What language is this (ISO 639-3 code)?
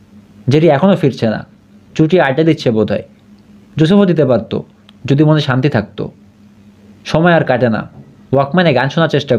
ben